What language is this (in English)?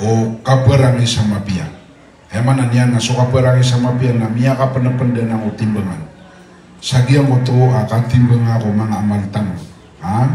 Maranao